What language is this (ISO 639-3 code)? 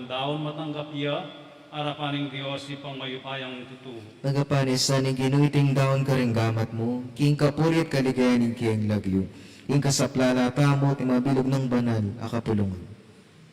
pam